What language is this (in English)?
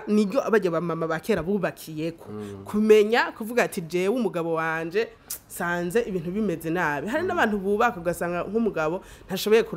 Rundi